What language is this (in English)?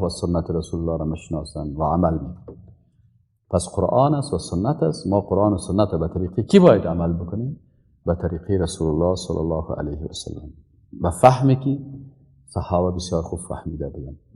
Persian